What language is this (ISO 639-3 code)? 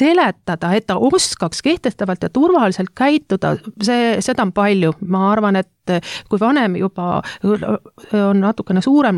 est